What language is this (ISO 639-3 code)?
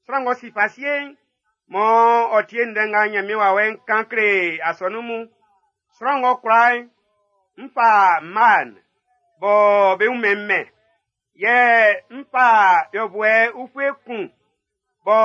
bci